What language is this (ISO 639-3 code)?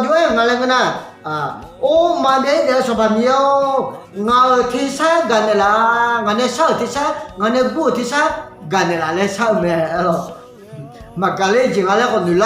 ahk